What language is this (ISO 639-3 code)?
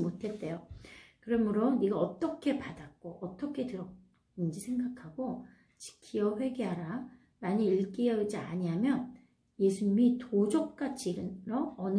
kor